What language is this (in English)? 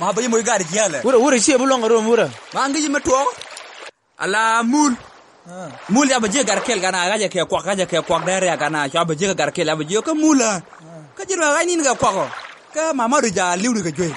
Nuer